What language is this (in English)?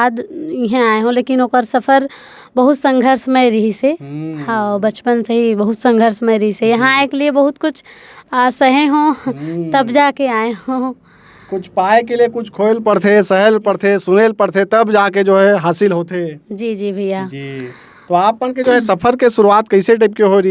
Chhattisgarhi